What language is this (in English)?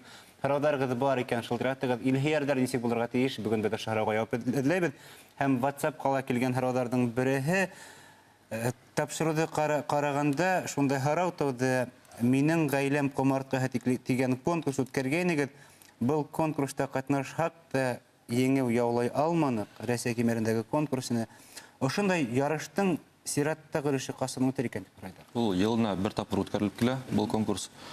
Bashkir